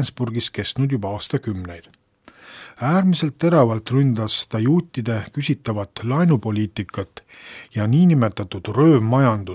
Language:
Estonian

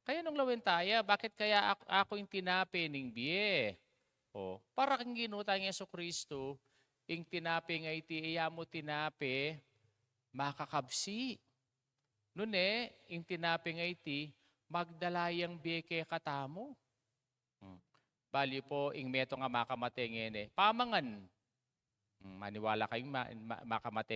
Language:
Pampanga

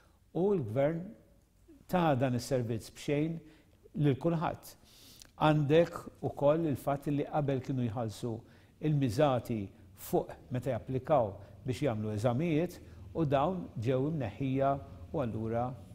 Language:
Maltese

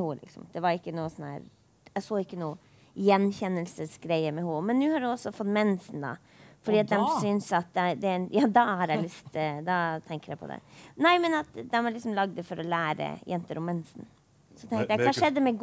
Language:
Norwegian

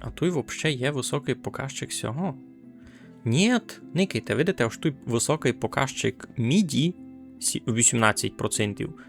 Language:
Rusyn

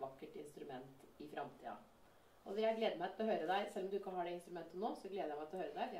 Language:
Norwegian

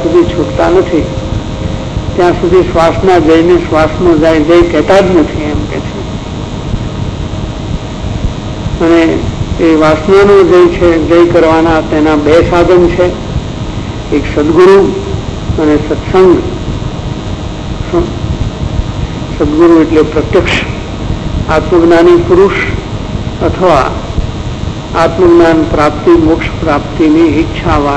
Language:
Gujarati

